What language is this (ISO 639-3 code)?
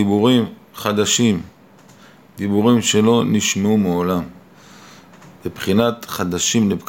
heb